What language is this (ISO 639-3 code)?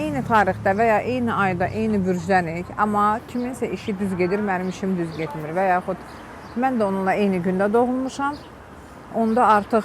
aze